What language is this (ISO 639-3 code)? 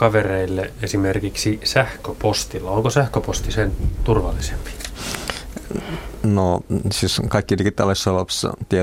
fin